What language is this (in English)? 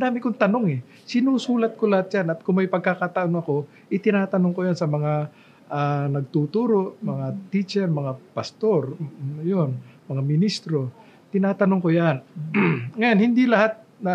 Filipino